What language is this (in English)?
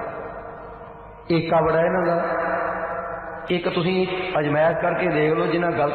Punjabi